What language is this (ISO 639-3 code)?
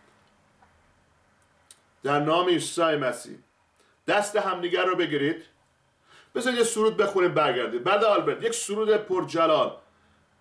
fas